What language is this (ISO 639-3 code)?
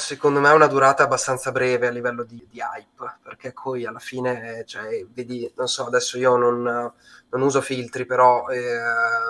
ita